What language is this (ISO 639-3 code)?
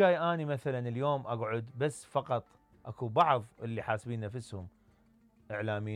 acm